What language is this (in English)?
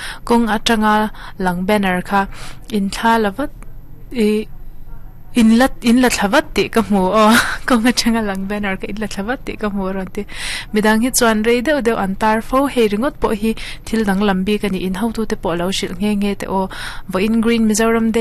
Mizo